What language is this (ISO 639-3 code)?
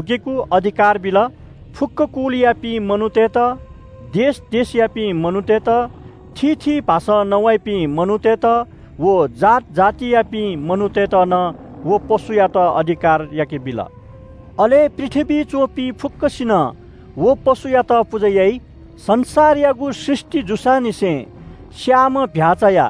new